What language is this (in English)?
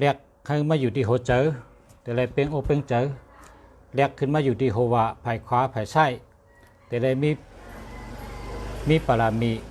Shan